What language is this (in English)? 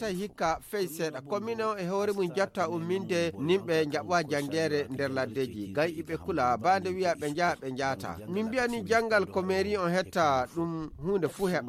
Nigerian Fulfulde